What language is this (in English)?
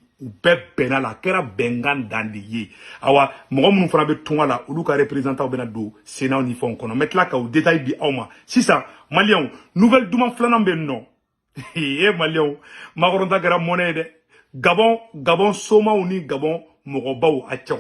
Bambara